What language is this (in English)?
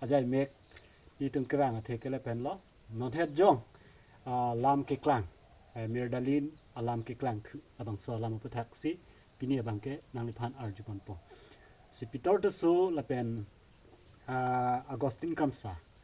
Karbi